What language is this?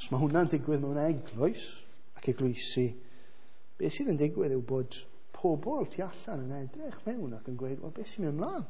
Welsh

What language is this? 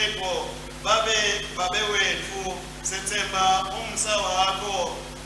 Swati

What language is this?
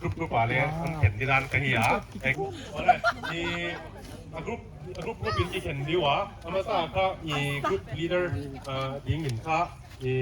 Paite Chin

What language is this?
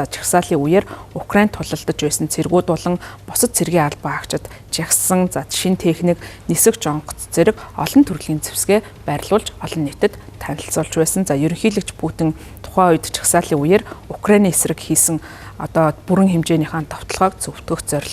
Mongolian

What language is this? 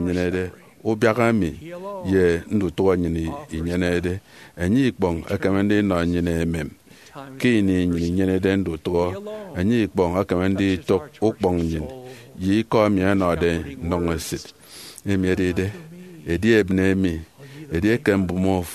Efik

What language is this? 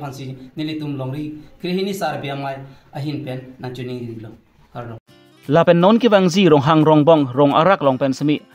Karbi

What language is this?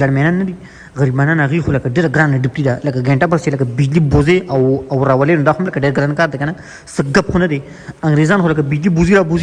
Pashto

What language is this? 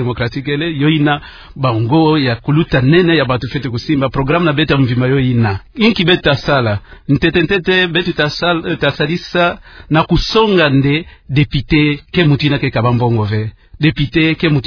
Kituba (Democratic Republic of Congo)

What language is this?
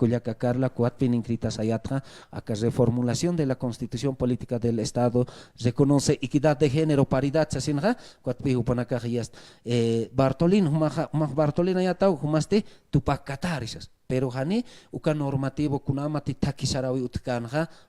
Aymara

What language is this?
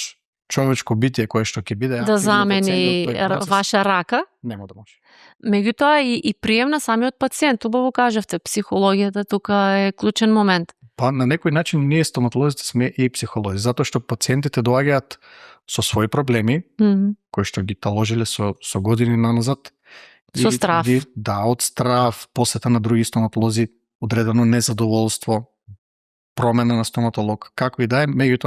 Macedonian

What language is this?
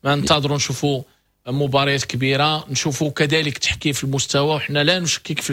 Moroccan Arabic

